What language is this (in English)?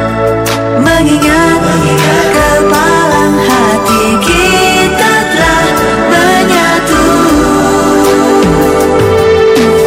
Indonesian